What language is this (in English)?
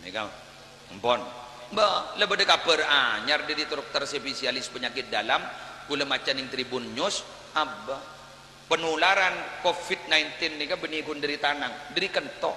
Madurese